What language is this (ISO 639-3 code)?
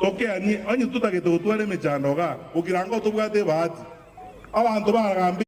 guz